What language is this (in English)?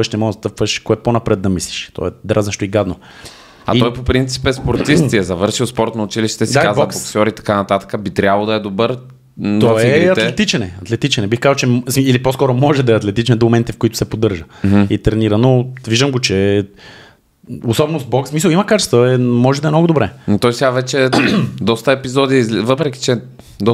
Bulgarian